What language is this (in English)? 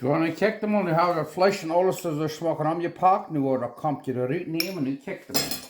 Plautdietsch